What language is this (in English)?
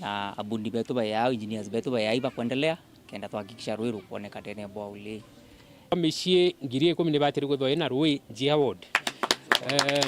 Meru